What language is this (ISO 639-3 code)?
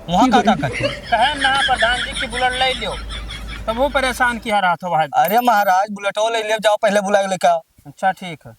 awa